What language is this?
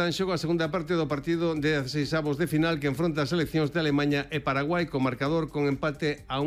Galician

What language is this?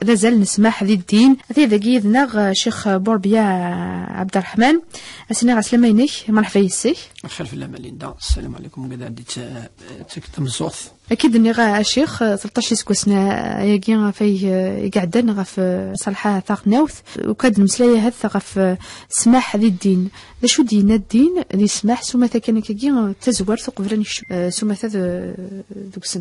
Kabyle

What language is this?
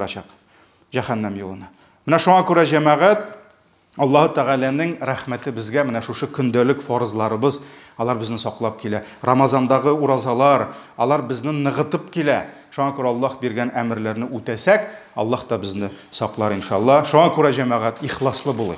Tatar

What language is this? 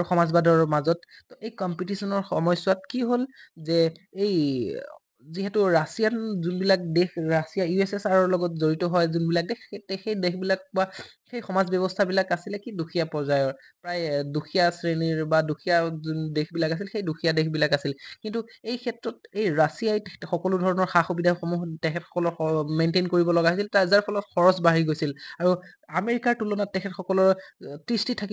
Assamese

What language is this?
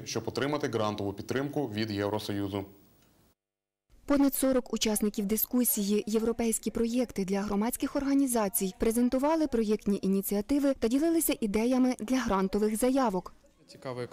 Ukrainian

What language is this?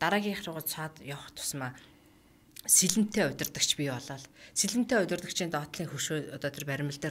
Mongolian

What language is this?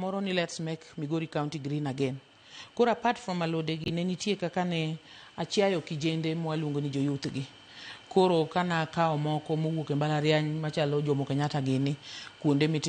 Luo (Kenya and Tanzania)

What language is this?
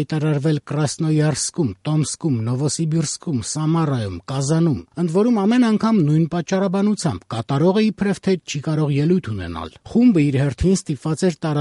Armenian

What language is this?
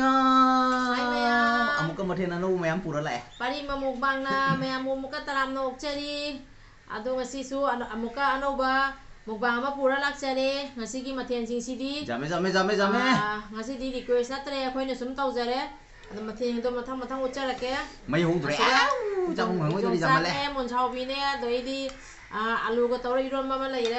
Manipuri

